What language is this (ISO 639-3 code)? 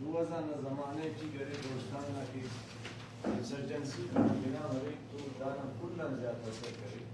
brh